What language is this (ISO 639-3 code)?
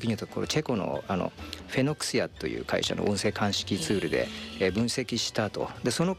jpn